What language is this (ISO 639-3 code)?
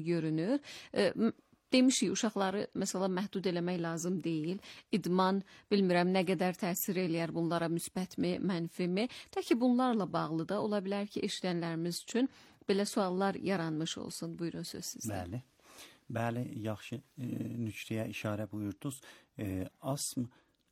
aze